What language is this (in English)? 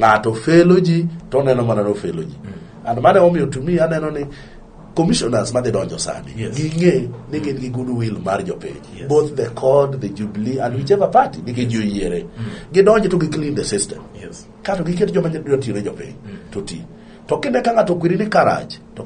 Luo (Kenya and Tanzania)